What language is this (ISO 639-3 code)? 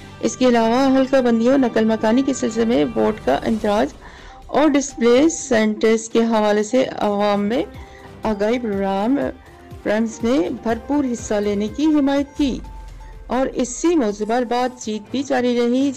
urd